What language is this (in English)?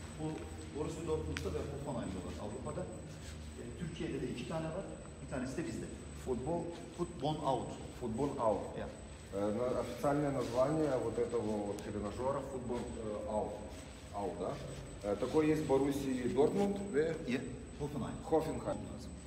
Gagauz